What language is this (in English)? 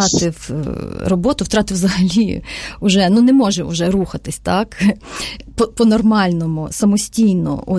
Ukrainian